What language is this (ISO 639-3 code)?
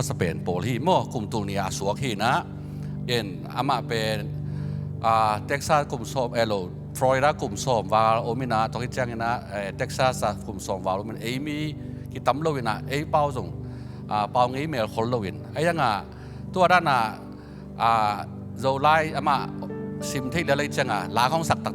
ctd